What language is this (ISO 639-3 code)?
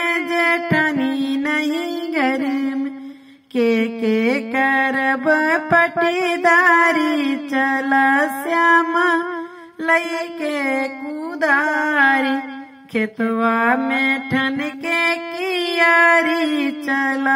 bho